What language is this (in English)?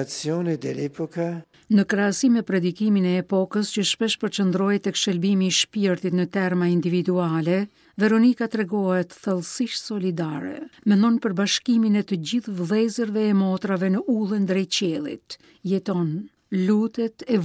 Albanian